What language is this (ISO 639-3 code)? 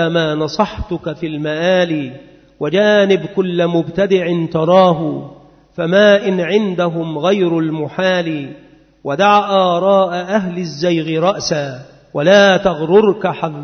ara